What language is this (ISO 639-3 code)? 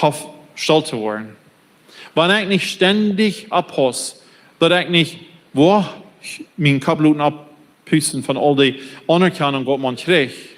pdt